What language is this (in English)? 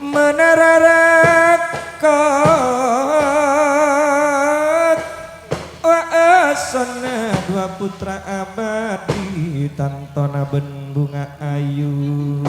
Madurese